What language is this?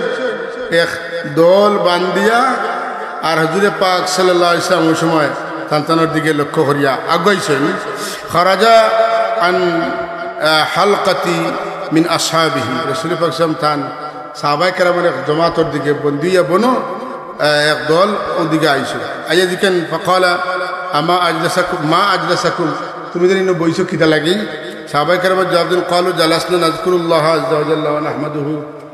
Sylheti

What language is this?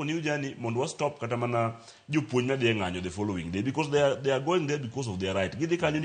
Luo (Kenya and Tanzania)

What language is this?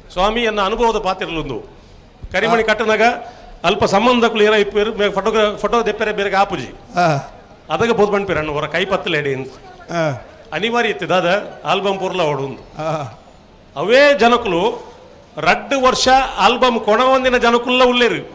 Tulu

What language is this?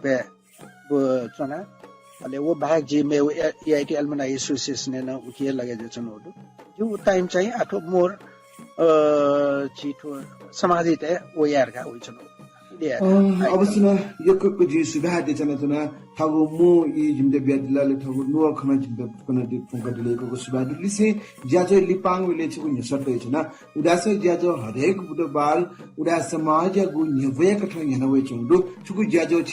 Newari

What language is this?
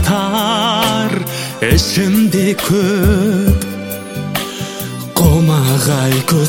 Kazakh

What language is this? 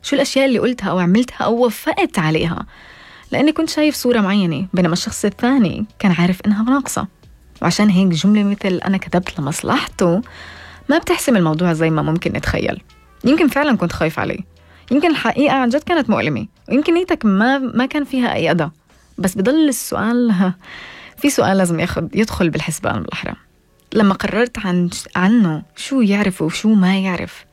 North Levantine Arabic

